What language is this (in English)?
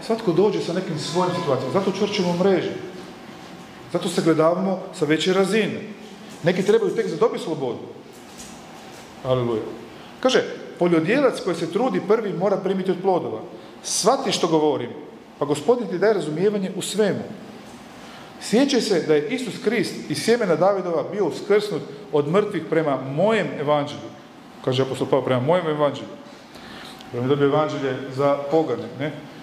Croatian